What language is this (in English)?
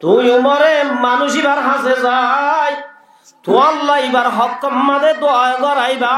Rohingya